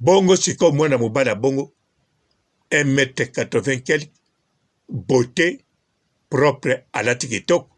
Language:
Lingala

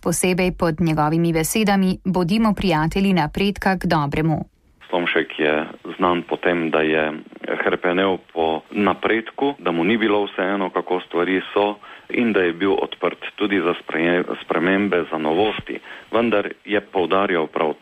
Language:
Slovenian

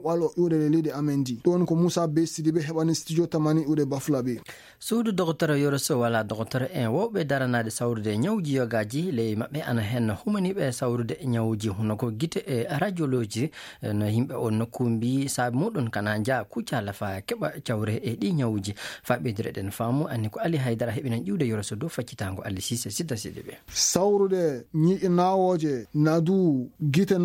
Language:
Fula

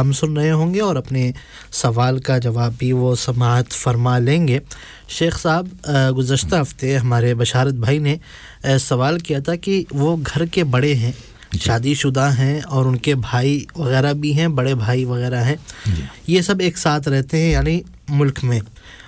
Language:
Urdu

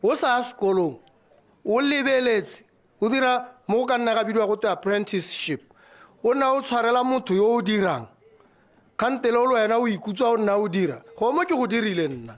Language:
Tswana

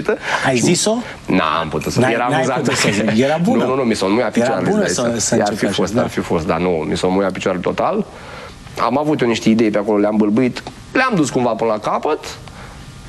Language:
Romanian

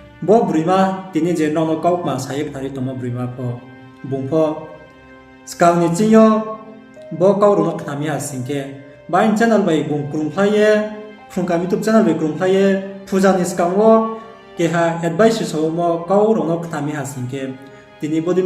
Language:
Riang (India)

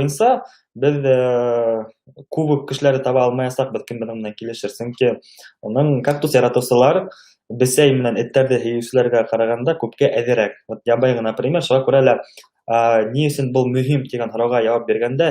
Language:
Bashkir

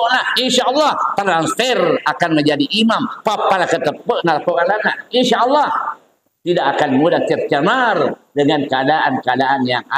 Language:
Buginese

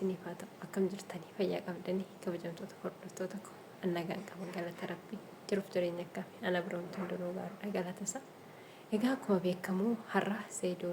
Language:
Oromo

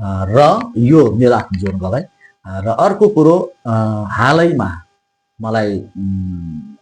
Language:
Nepali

